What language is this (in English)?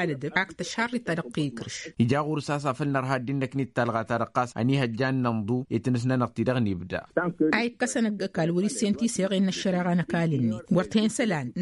Tamasheq